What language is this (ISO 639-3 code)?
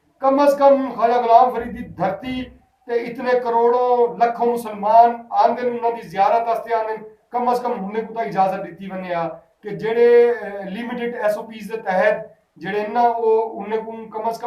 skr